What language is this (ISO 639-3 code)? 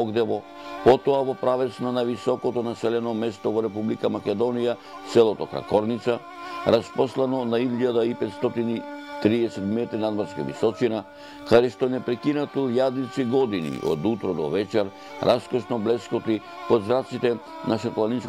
mkd